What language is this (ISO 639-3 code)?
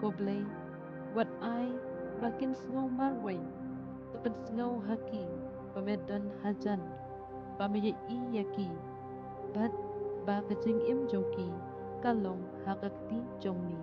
kha